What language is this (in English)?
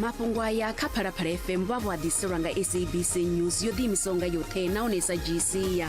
Venda